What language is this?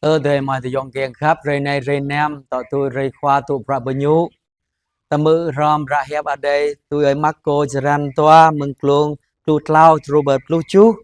Jarai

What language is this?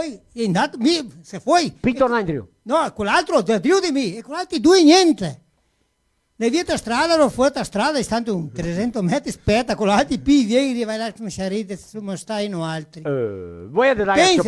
Venetian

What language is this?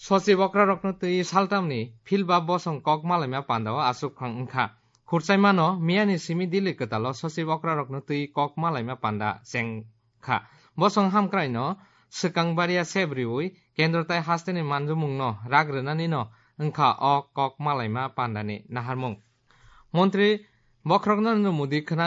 Kok Borok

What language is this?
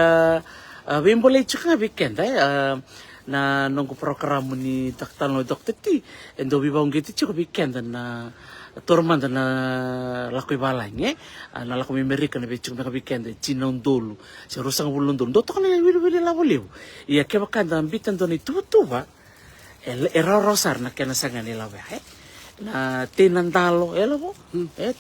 Fijian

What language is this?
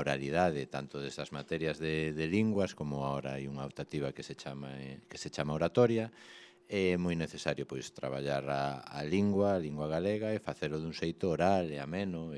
Galician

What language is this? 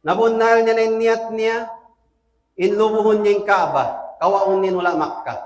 Tausug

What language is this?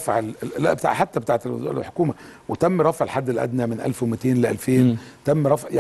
Egyptian Arabic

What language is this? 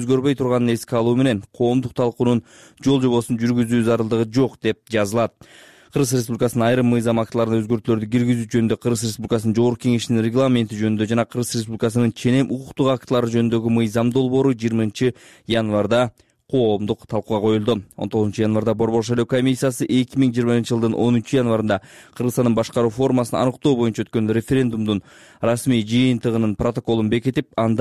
Kyrgyz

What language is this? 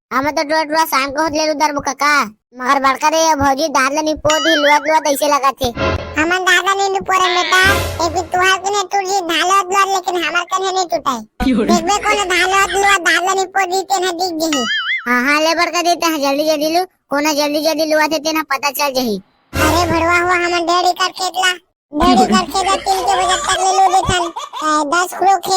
Chhattisgarhi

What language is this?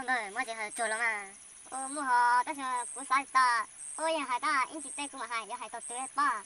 Hmong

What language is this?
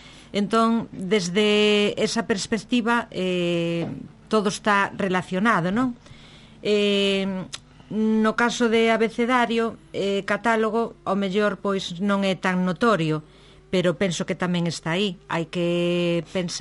Galician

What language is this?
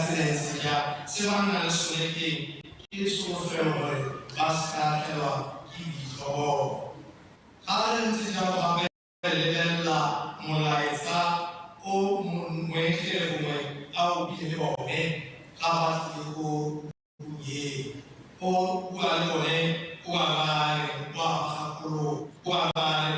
Tswana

